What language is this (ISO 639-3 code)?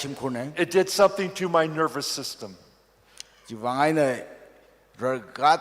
nmf